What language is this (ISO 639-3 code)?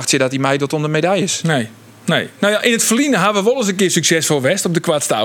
fry